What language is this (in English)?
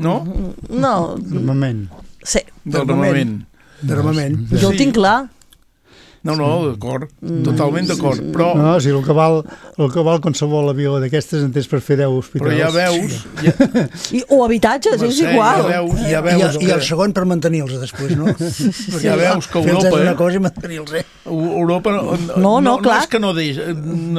Catalan